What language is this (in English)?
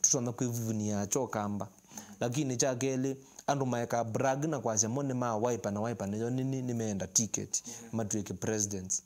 Kamba